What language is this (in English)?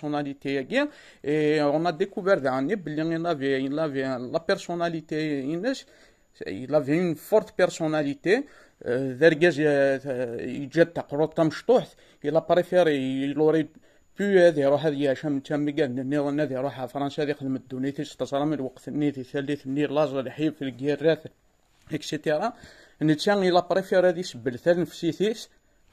Kabyle